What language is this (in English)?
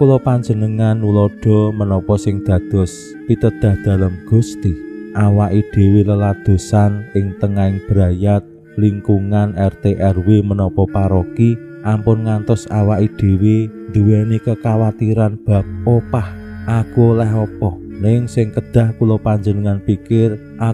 Javanese